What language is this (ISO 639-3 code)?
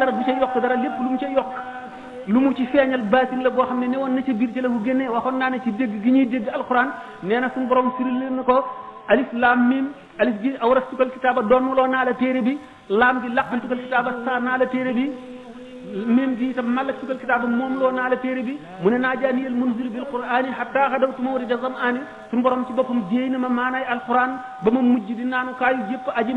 wol